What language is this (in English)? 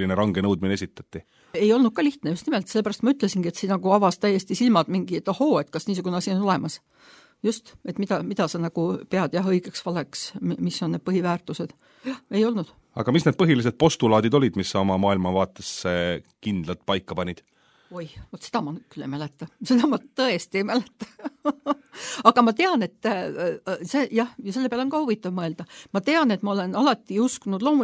Estonian